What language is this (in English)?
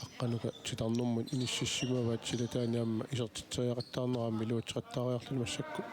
Kalaallisut